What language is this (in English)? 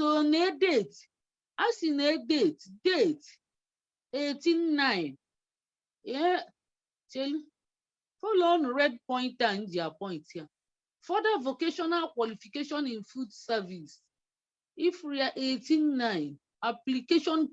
Igbo